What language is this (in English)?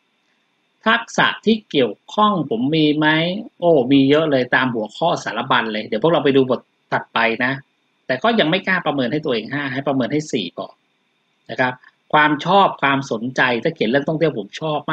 Thai